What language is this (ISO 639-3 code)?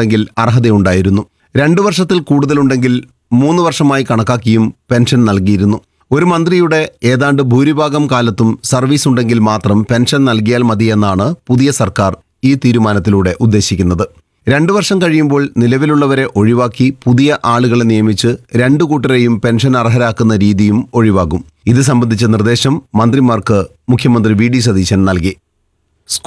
mal